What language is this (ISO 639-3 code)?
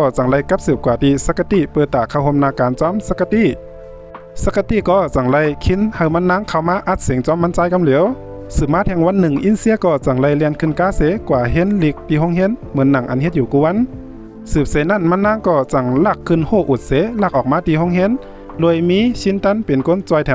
shn